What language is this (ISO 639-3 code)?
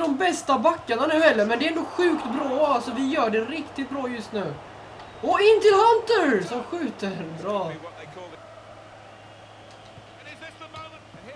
swe